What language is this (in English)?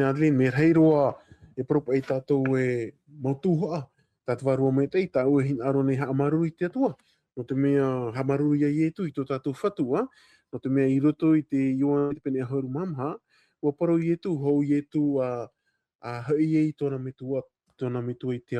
Tahitian